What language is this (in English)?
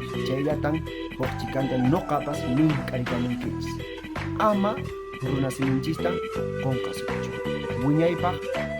Quechua